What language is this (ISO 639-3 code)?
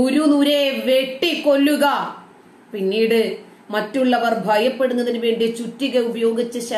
mal